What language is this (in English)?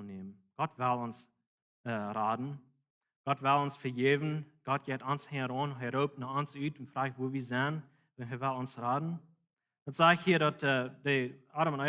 Plautdietsch